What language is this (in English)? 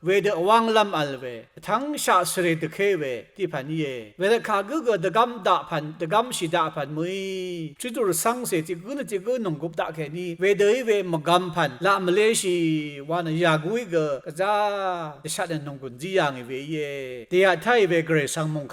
Rawang